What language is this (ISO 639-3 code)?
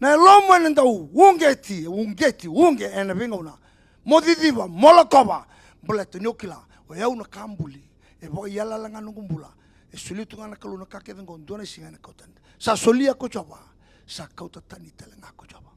fij